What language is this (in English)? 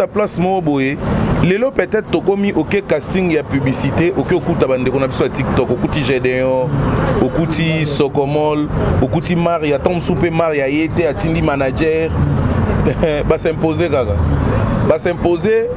Lingala